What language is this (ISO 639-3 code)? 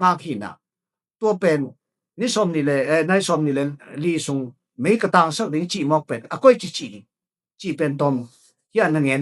ctd